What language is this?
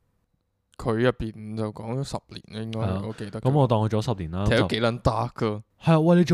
Cantonese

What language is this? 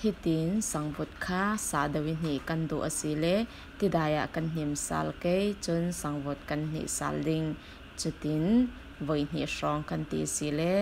Falam Chin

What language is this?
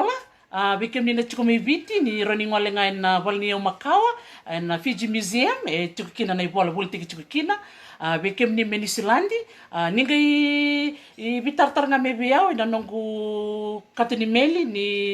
Fijian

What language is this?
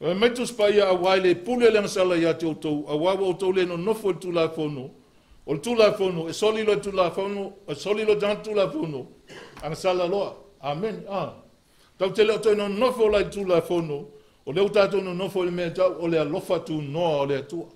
Samoan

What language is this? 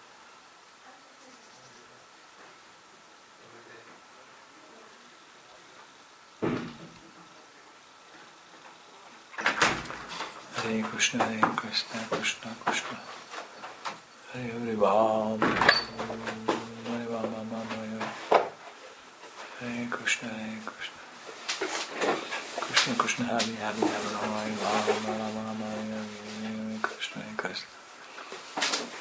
English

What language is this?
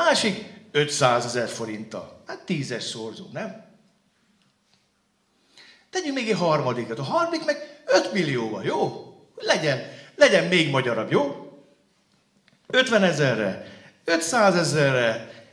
Hungarian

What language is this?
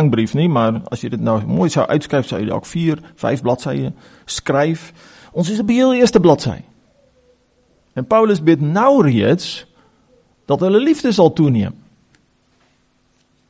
Afrikaans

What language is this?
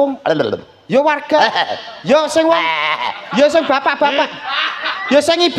Javanese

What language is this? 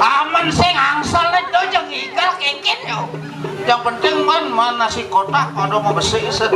Balinese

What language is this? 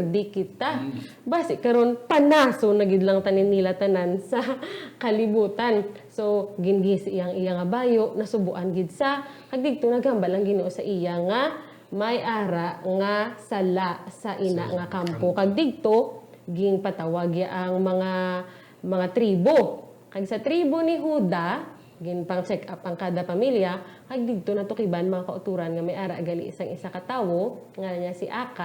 Hiligaynon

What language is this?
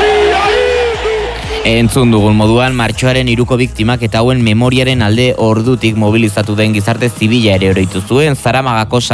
Basque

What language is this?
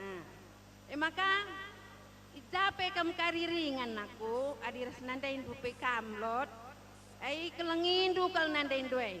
Batak Karo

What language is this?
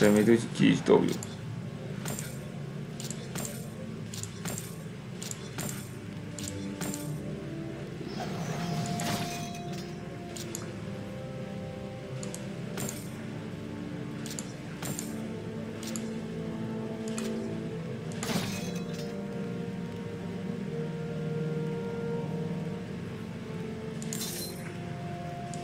Hungarian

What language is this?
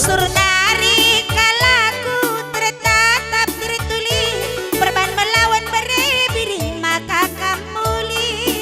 Batak Karo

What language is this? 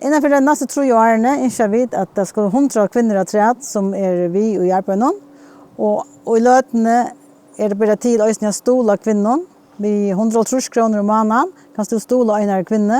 Faroese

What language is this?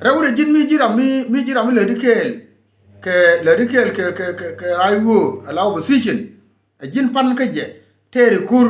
Nuer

